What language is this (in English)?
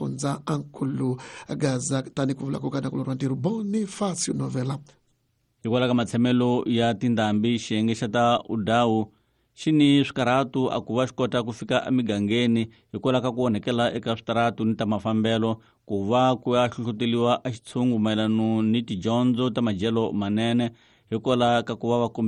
Tsonga